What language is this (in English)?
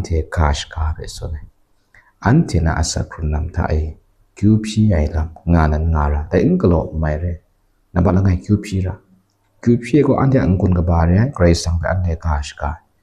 Kachin